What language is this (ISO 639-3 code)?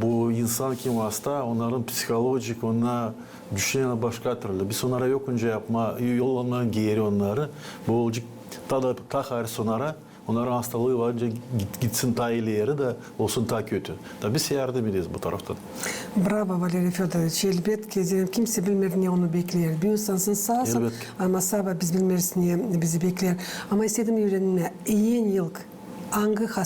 gag